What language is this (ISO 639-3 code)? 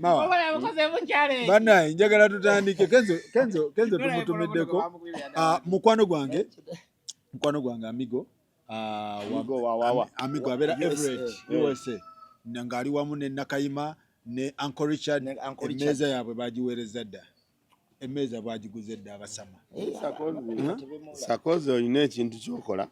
lug